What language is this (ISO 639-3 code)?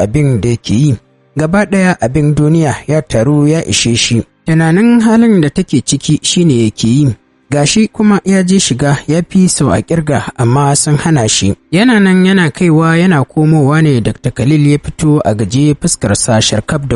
hau